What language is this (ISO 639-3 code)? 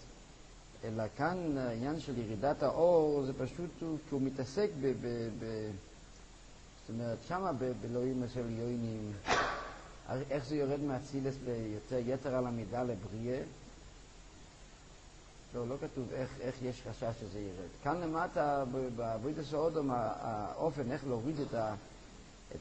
heb